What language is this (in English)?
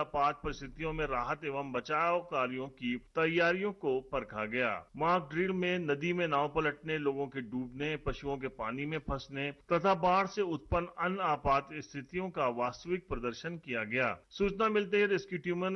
Hindi